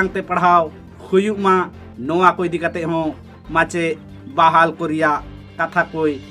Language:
Santali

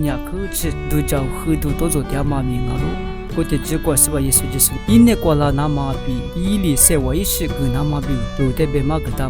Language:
Lisu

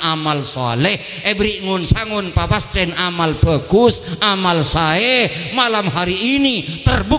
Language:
Madurese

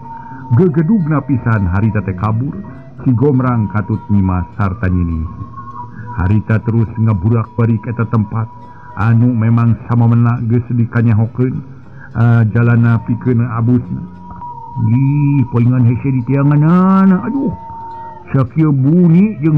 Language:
Sundanese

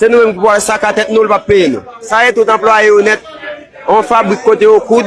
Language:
Haitian Creole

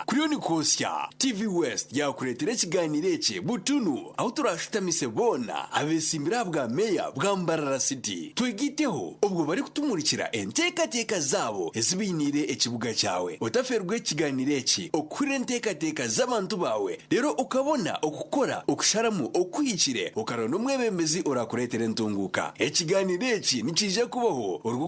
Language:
Nyankole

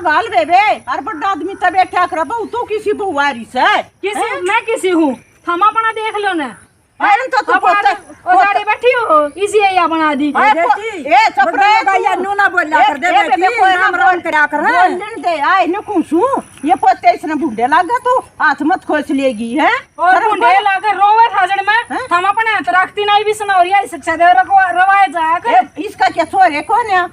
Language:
Haryanvi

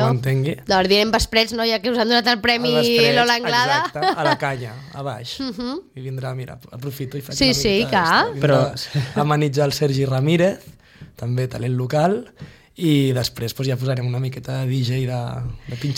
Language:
Catalan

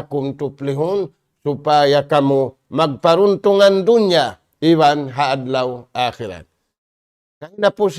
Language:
Tausug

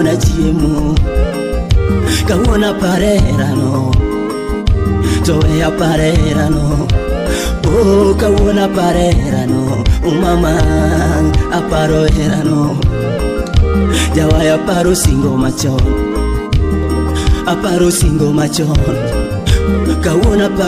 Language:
Luo (Kenya and Tanzania)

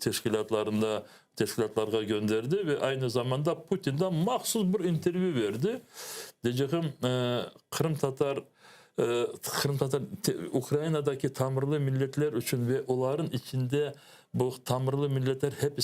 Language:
Crimean Tatar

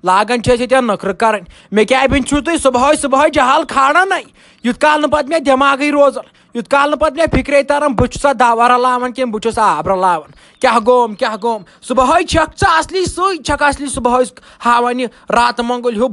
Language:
Kashmiri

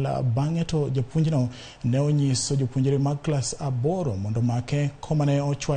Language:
Luo (Kenya and Tanzania)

